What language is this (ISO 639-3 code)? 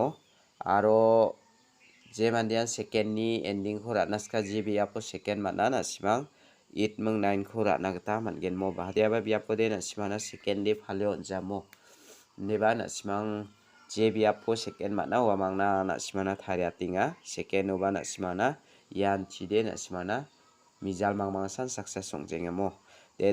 grt